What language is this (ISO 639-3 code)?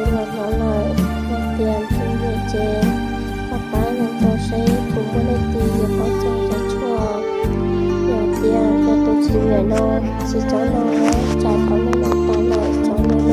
hmn